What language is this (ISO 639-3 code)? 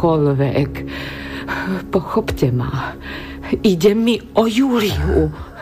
slk